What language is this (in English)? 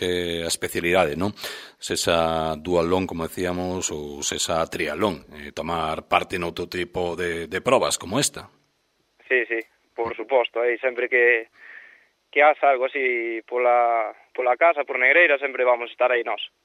Galician